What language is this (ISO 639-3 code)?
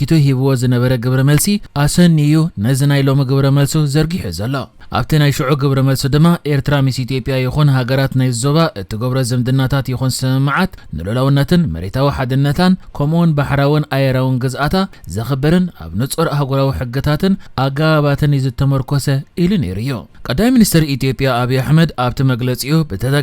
tir